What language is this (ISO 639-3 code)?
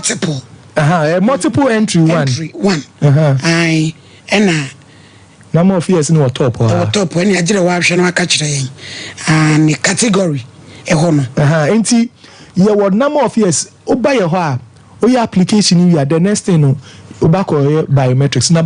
aka